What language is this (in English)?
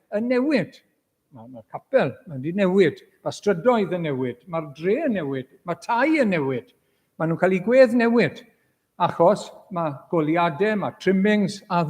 Welsh